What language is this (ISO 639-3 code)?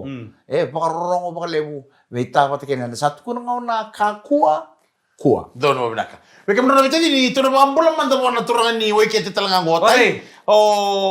fij